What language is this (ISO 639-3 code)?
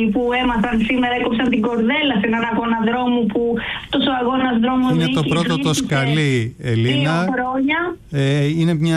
ell